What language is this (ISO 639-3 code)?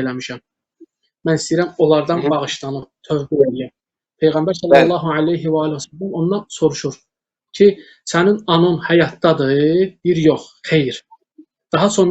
aze